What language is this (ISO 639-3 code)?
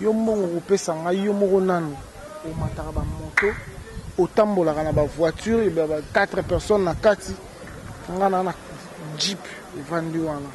lin